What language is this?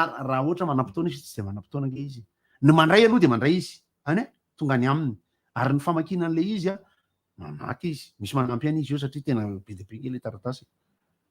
Malagasy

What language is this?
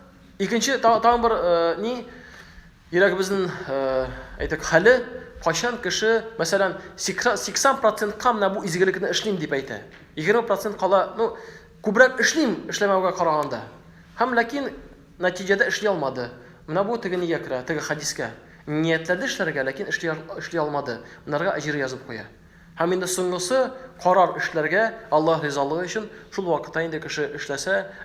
Tatar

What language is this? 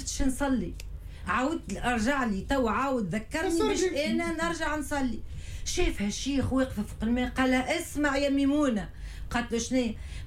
Tunisian Arabic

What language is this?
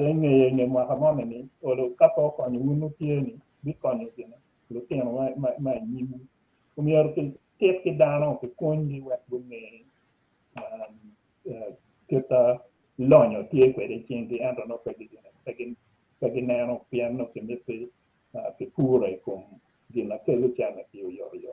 Acoli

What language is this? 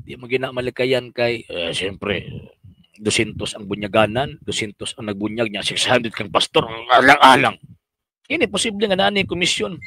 Cebuano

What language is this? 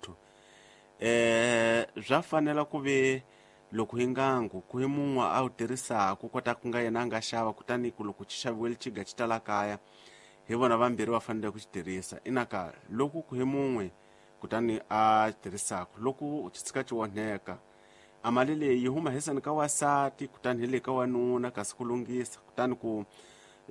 Tsonga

